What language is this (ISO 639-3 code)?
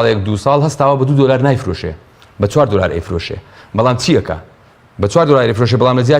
ckb